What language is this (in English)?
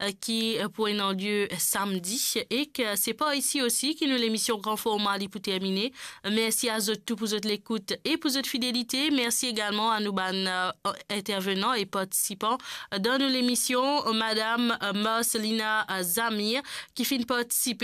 Morisyen